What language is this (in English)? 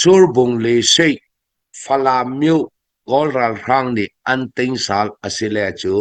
Falam Chin